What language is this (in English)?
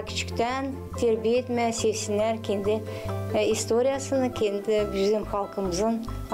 Gagauz